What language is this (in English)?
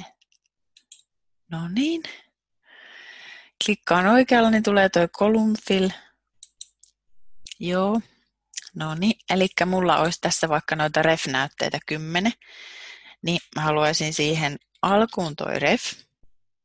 Finnish